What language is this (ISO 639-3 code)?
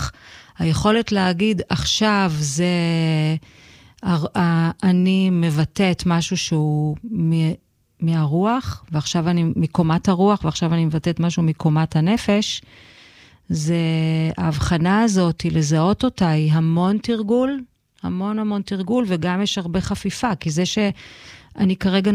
heb